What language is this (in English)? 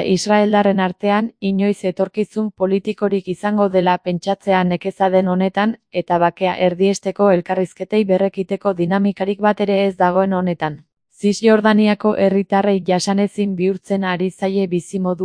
Basque